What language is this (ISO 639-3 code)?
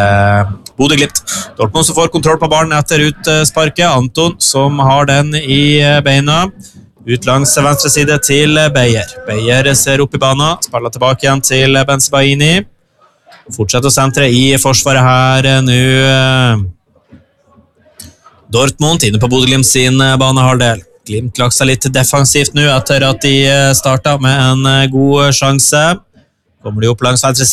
nor